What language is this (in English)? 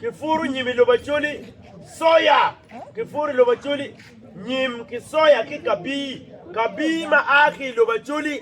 Acoli